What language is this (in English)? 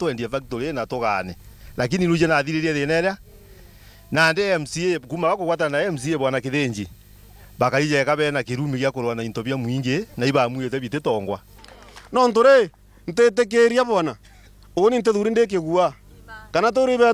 Meru